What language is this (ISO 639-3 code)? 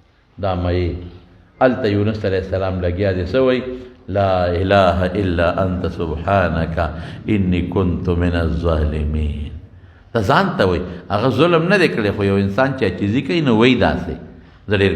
pus